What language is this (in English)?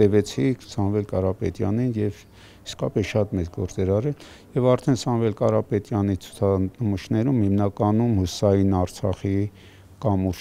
Armenian